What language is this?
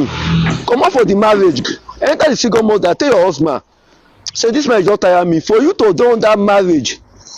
Nigerian Pidgin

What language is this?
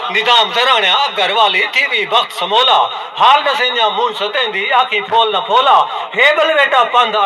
Saraiki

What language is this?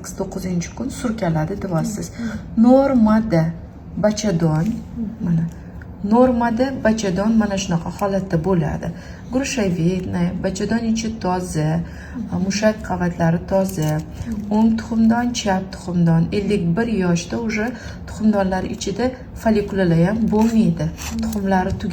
Uzbek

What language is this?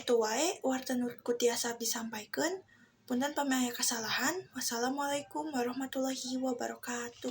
Sundanese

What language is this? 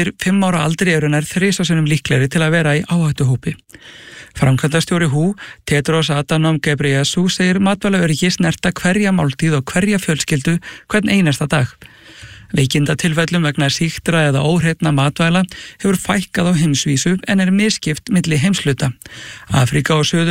Icelandic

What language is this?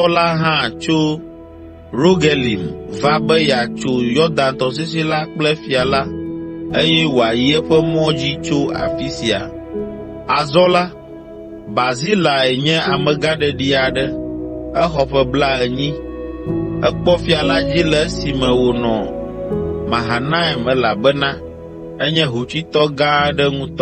Ewe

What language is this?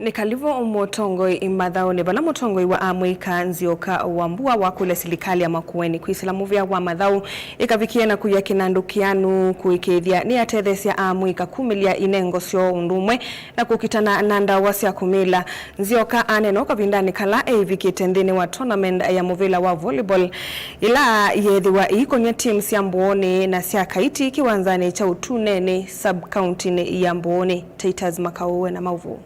Kamba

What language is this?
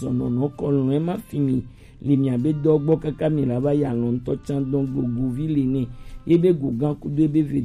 Gen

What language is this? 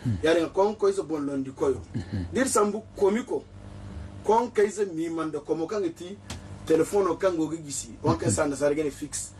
Zarma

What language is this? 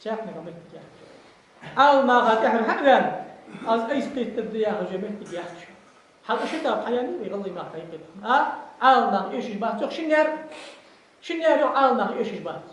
Ingush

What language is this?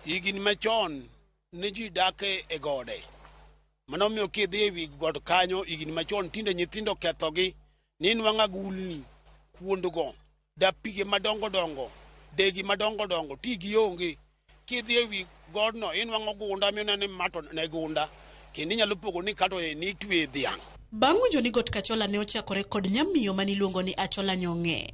Luo (Kenya and Tanzania)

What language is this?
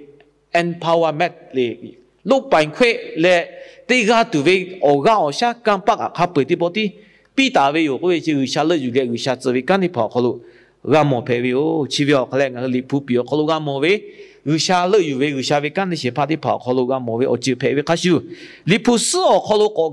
Lahu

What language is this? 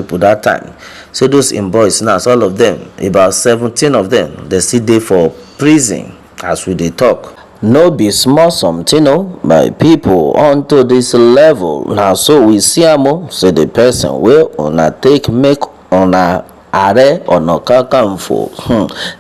Nigerian Pidgin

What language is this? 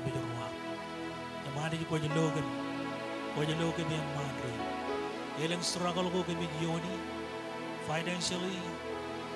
Marshallese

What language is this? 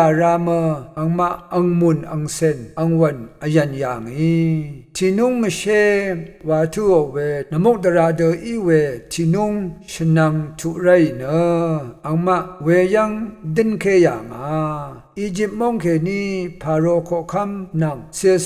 Rawang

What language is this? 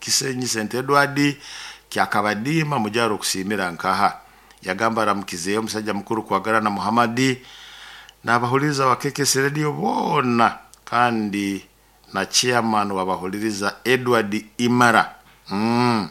Nyoro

